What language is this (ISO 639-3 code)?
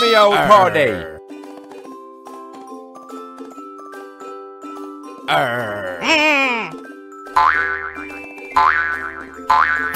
swe